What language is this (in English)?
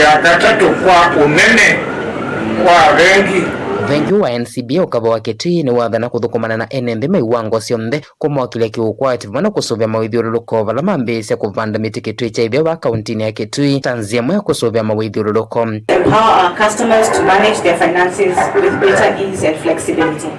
Kamba